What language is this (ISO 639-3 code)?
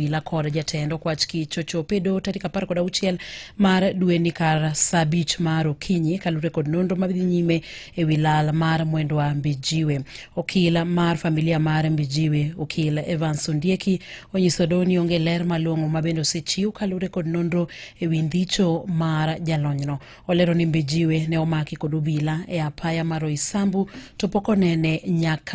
luo